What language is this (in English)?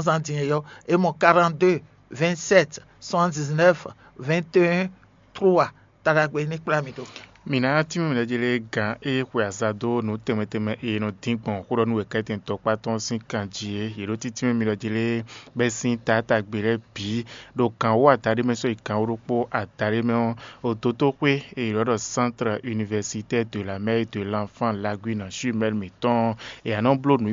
Fon